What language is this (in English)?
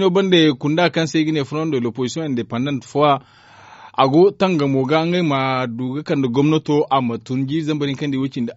Zarma